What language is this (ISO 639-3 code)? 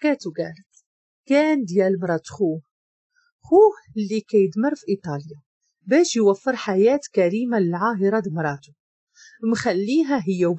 ary